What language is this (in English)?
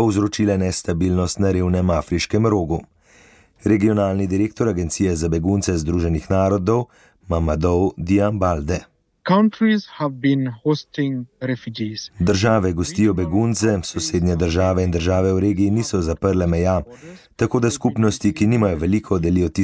Slovenian